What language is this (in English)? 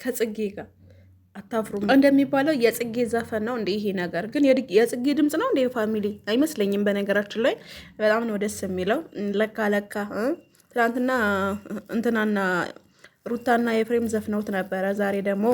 Amharic